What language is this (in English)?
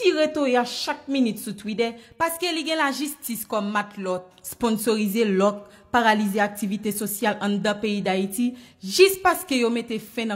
Haitian Creole